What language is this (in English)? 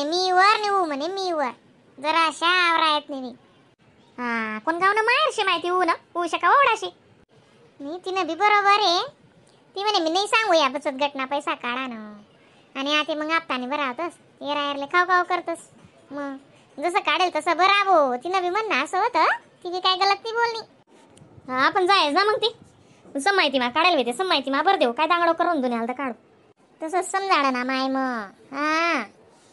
Khandesi